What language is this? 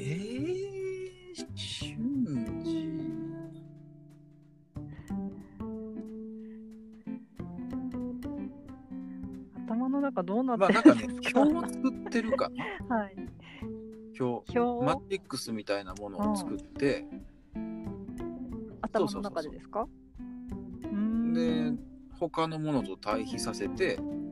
Japanese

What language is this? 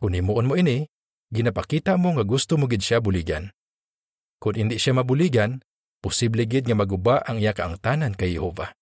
Hiligaynon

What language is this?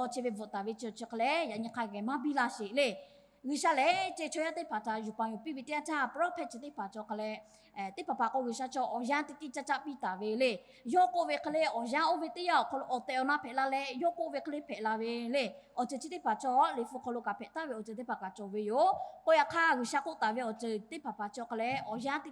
Lahu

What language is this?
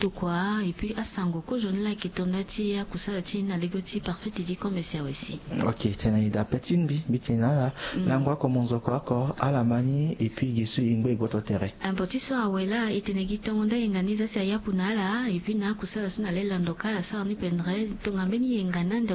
Sango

